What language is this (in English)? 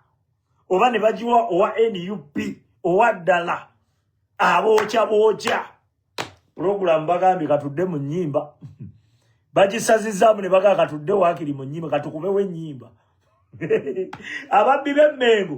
Ganda